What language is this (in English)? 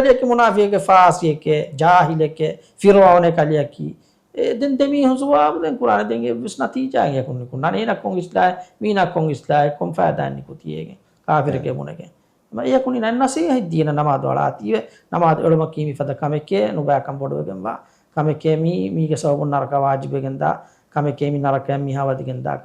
Divehi